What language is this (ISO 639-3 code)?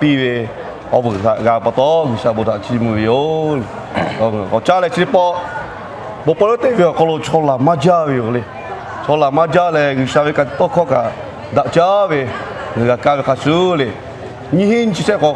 lhu